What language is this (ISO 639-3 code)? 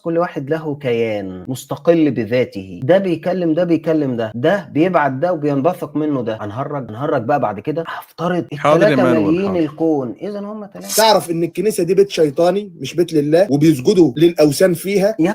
arz